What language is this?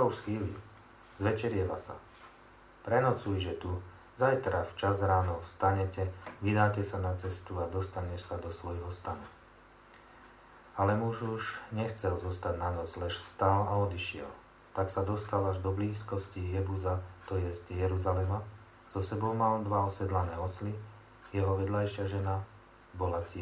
Slovak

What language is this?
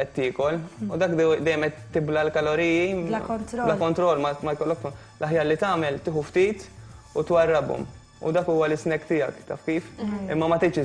Maltese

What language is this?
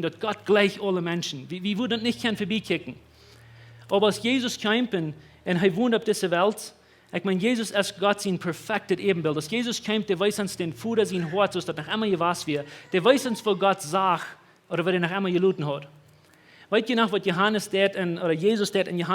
Plautdietsch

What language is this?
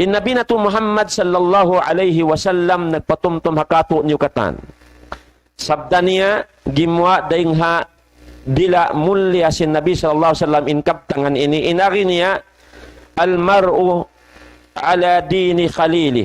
Tausug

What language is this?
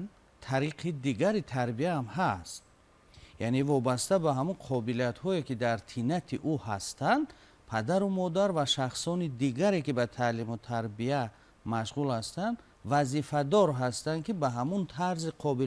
Tajik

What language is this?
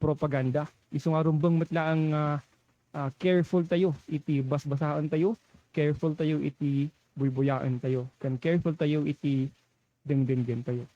Iloko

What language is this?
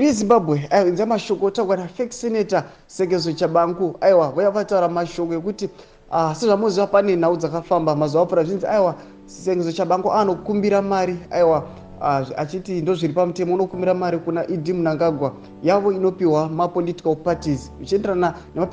Shona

